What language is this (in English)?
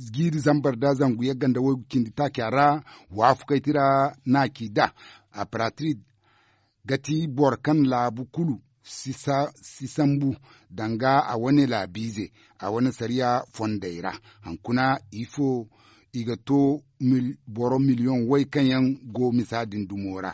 Zarma